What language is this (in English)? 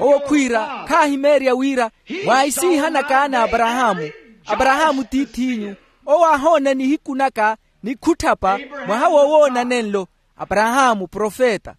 Makhuwa